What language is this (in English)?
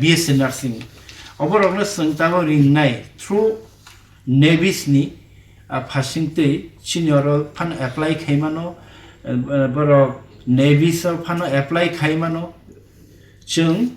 Kok Borok